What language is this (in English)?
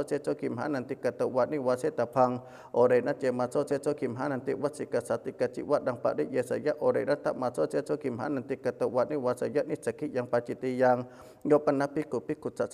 Pali